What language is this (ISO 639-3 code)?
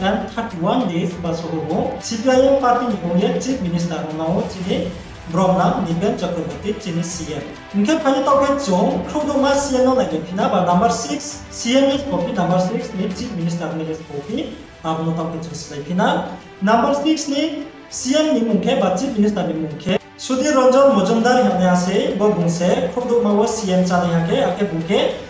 ria